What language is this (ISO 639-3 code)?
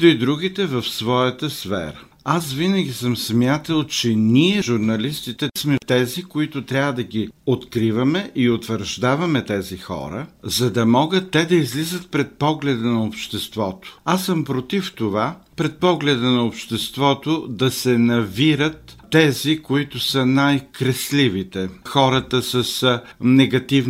bul